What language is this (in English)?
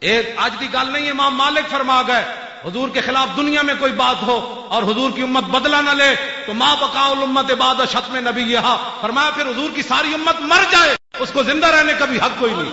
Western Panjabi